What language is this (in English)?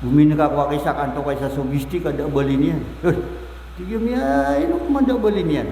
Maranao